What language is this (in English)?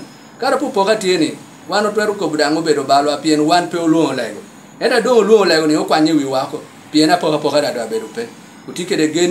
Lango (Uganda)